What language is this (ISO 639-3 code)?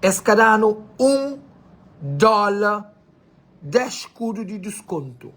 kea